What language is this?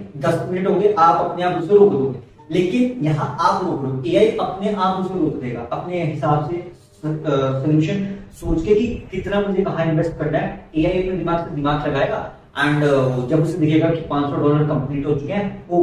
Hindi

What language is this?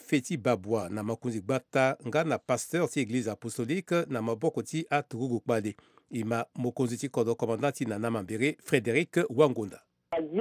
Sango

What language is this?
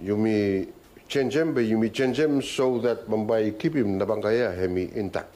Bislama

